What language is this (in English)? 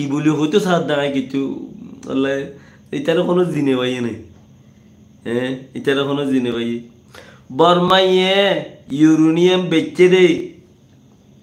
Rohingya